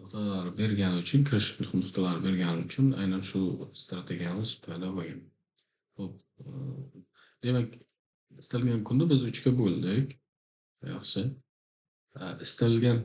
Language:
Uzbek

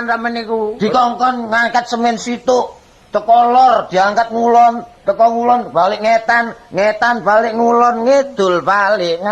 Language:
Javanese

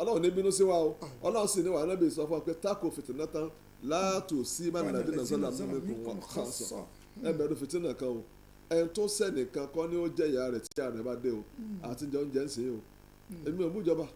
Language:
Yoruba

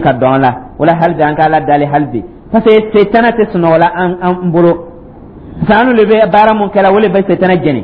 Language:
Dyula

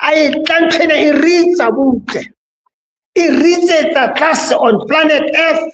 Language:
Southern Sotho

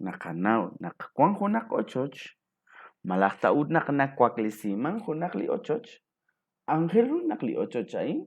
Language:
Kekchí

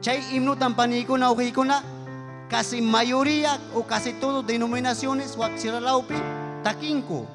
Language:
Ayacucho Quechua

